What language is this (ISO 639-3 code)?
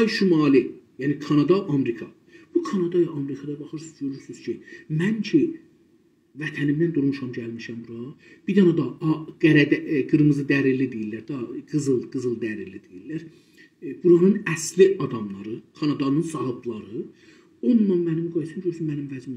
azb